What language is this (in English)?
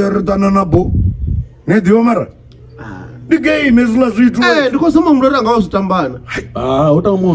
Venda